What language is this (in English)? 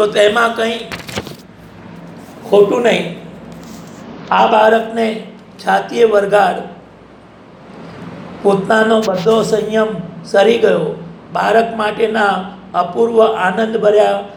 Gujarati